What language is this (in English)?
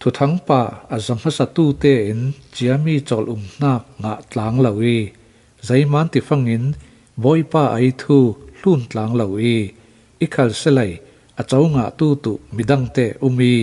Falam Chin